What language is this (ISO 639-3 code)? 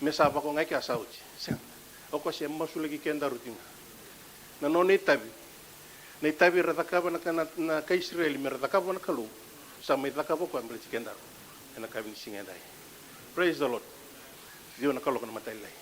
fij